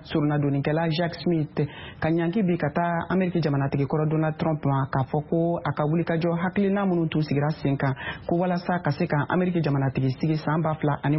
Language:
Bambara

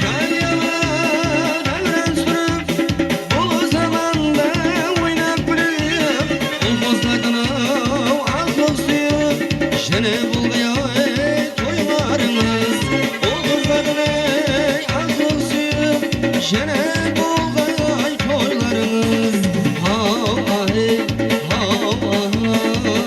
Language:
Kara-Kalpak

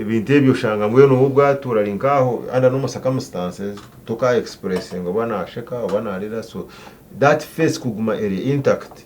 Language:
Nyankole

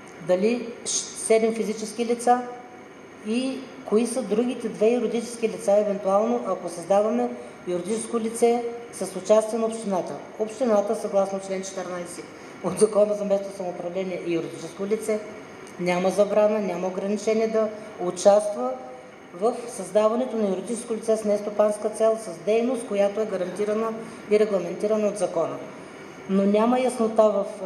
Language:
Bulgarian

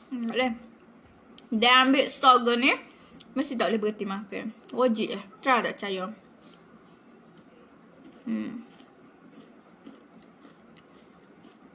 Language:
Malay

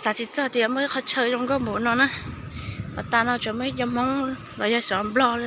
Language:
Hmong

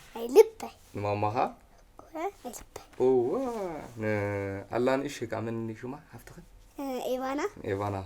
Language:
Tigrinya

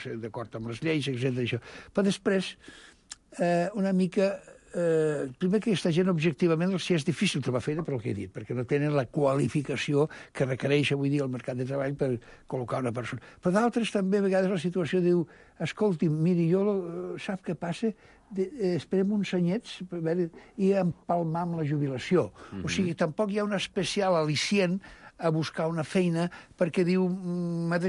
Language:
Catalan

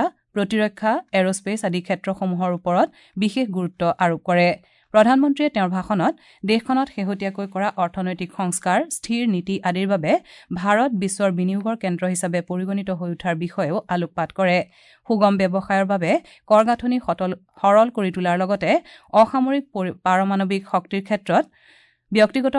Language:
Assamese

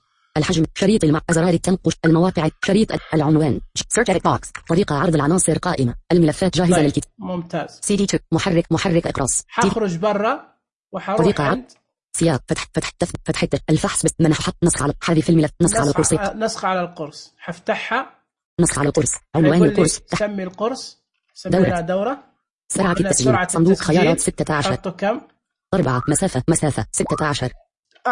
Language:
Najdi Arabic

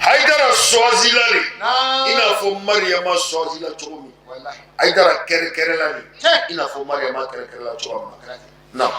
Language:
Bambara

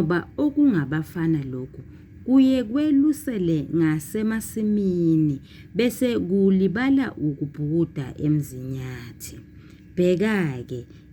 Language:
Zulu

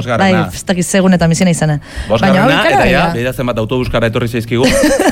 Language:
Basque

